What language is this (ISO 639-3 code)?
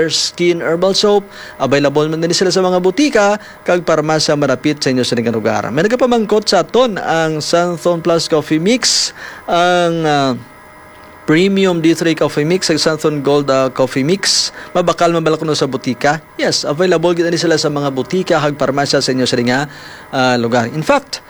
hil